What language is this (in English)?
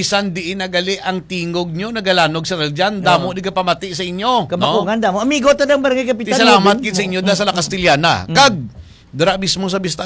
Hiligaynon